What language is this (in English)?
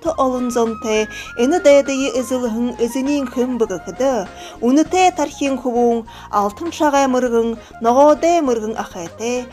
Buriat